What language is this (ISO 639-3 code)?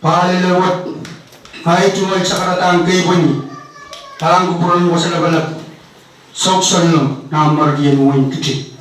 pon